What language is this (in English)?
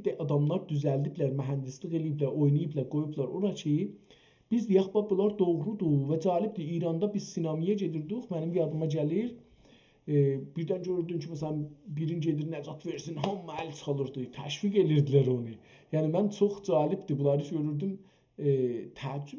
South Azerbaijani